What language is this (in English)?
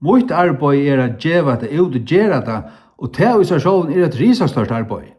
Faroese